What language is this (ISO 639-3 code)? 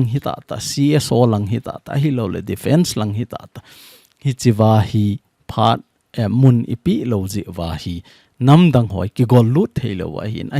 tcz